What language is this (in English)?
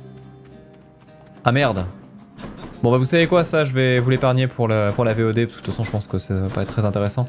French